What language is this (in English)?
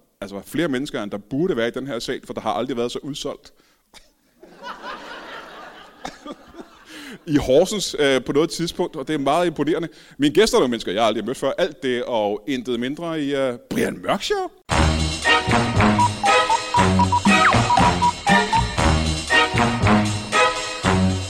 Danish